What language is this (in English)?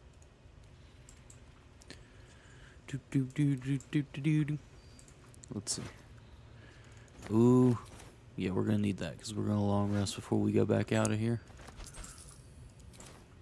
English